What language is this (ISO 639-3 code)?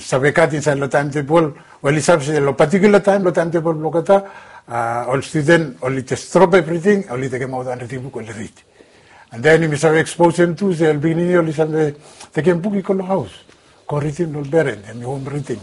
bis